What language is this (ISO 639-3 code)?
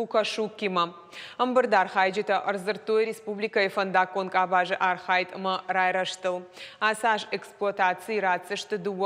oss